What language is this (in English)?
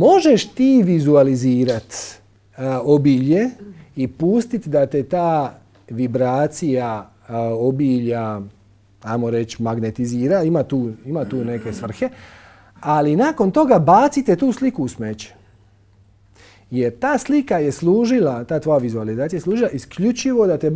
Croatian